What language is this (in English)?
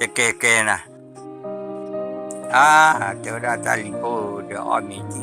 S'gaw Karen